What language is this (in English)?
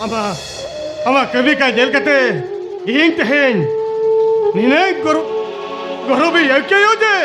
Santali